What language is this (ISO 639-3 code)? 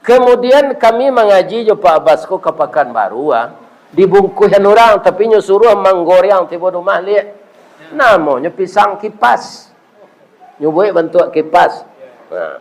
min